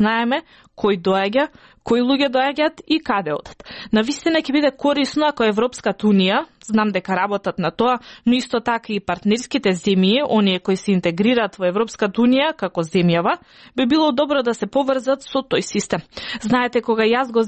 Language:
Macedonian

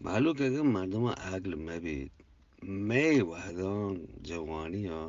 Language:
Eastern Balochi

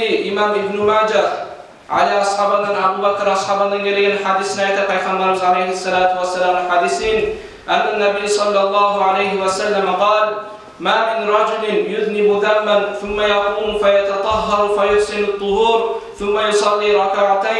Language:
Kumyk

